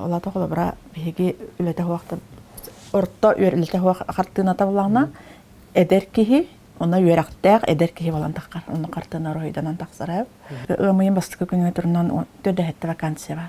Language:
Yakut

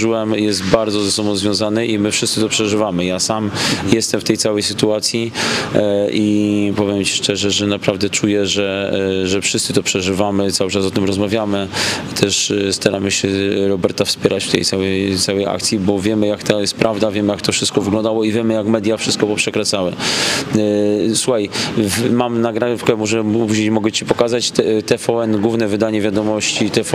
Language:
Polish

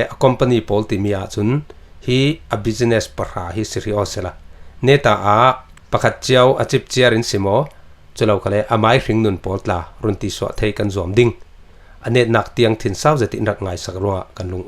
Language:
Falam Chin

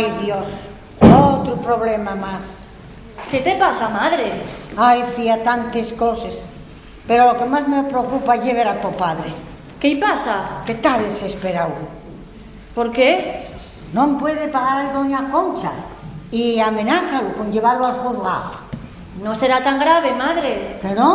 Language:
Asturian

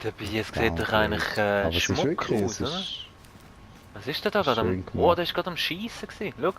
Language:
Swiss German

